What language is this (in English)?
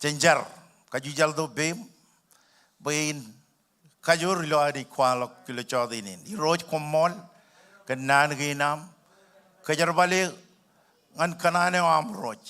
Marshallese